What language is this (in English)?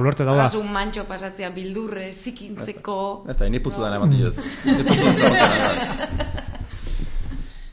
Basque